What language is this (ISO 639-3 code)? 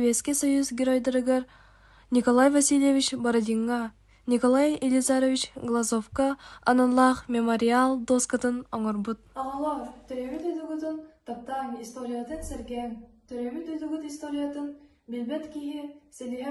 sah